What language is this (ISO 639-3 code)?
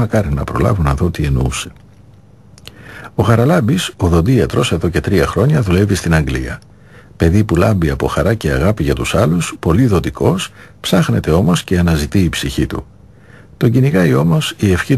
ell